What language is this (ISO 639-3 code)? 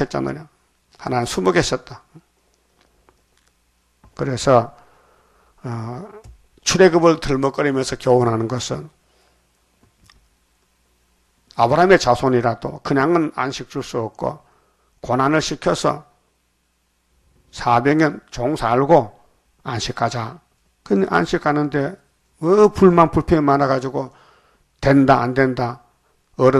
kor